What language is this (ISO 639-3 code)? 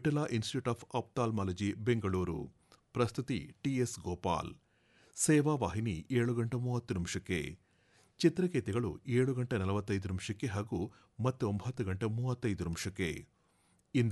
kan